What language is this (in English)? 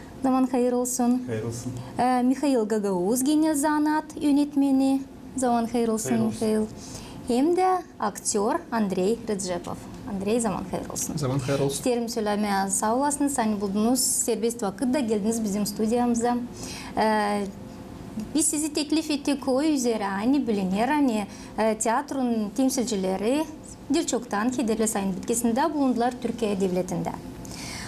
Gagauz